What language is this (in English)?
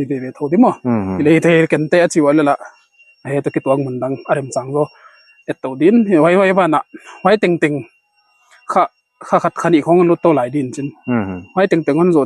Paite Chin